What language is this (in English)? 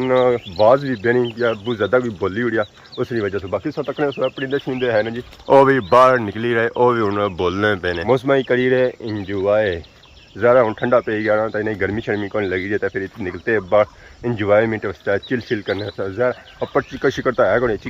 Pahari-Potwari